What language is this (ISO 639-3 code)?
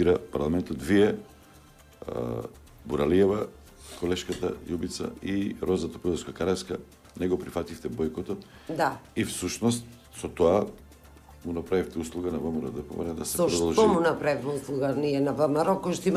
mkd